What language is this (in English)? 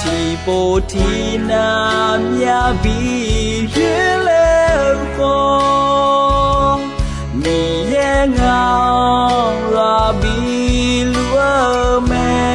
Akha